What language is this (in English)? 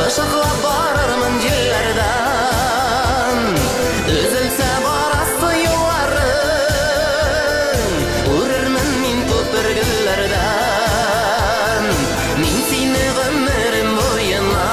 Bashkir